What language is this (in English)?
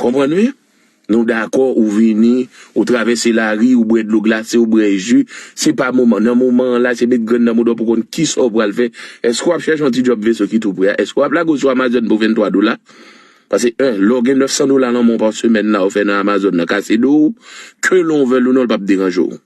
Haitian Creole